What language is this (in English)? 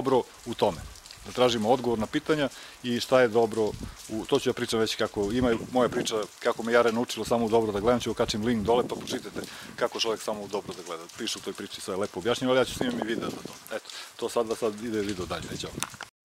Serbian